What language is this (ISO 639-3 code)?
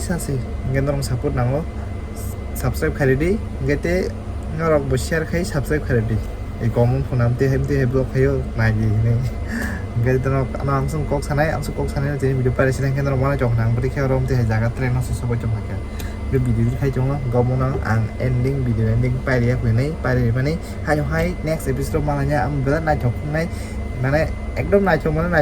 trp